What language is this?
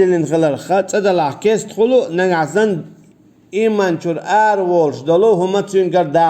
Chechen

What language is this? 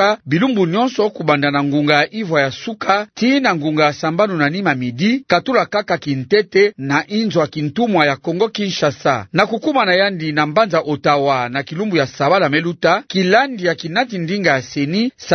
Kituba (Democratic Republic of Congo)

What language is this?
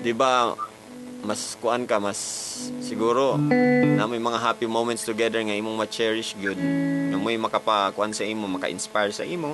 Cebuano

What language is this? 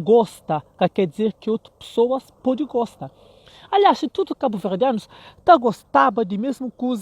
Kabuverdianu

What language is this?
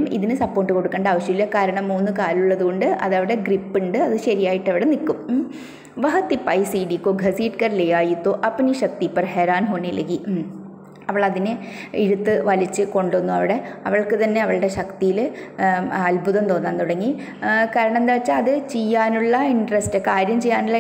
Malayalam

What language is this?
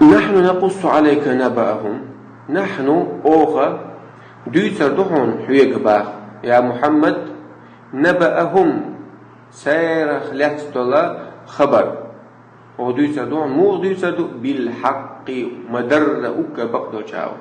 Chechen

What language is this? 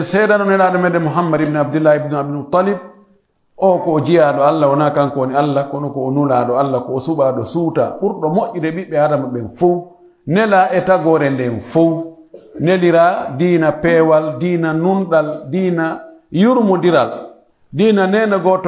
Pular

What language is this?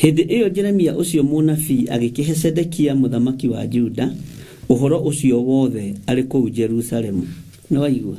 Kikuyu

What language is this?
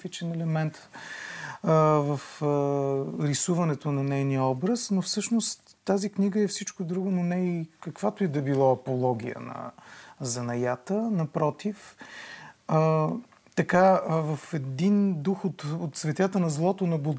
Bulgarian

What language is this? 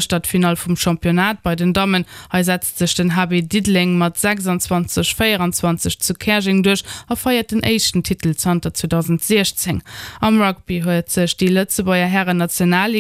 Luxembourgish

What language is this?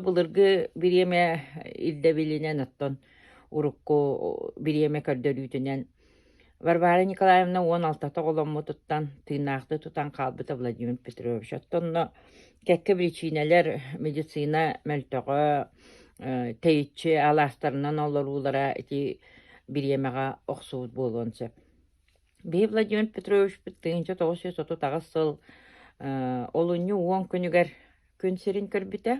Yakut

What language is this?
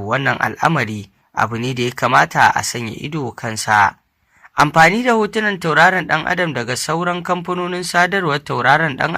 Hausa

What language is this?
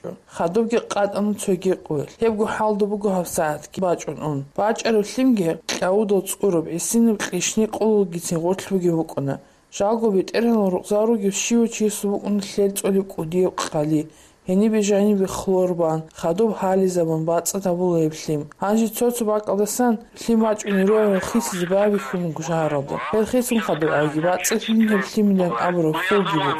Avaric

